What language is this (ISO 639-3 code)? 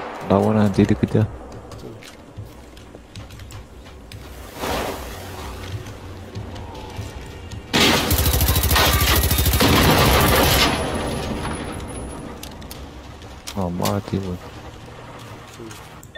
msa